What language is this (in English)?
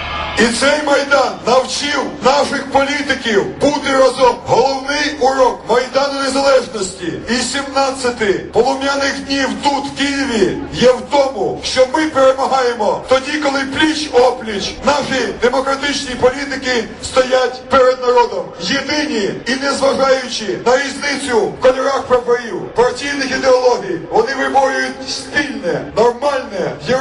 Ukrainian